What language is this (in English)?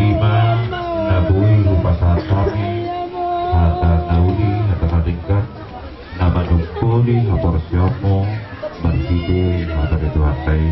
Batak Toba